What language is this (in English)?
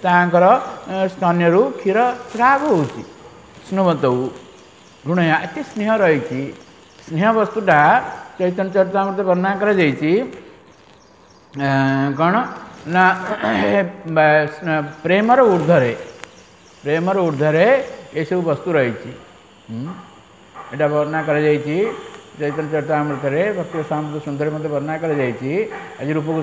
Odia